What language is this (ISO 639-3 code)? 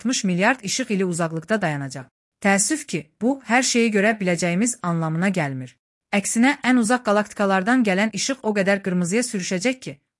aze